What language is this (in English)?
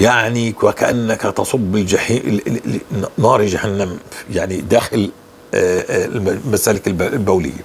North Levantine Arabic